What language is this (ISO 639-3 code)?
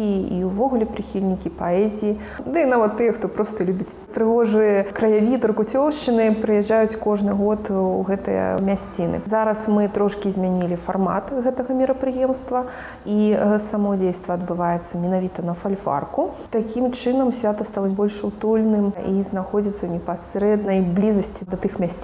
bel